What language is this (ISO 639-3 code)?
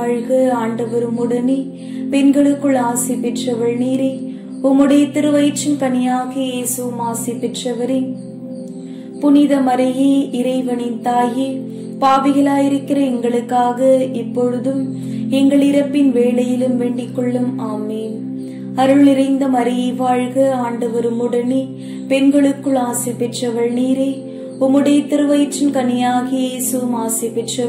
tam